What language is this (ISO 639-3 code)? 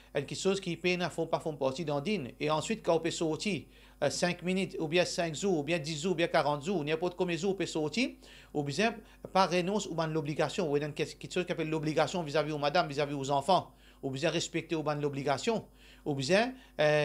mfe